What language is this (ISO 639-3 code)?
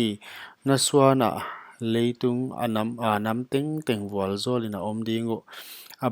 pck